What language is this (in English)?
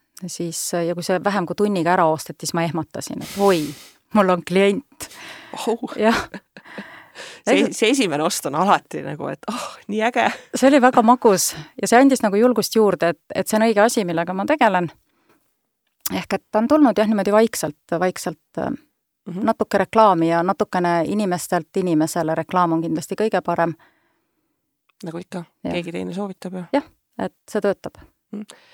Estonian